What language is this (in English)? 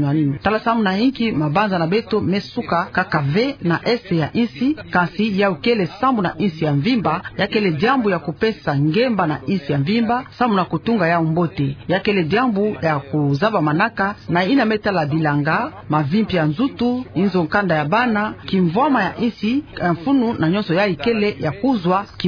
Kituba (Democratic Republic of Congo)